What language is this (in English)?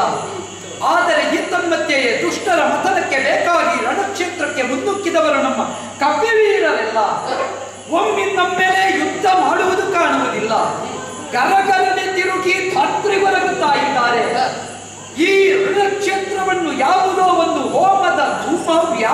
Kannada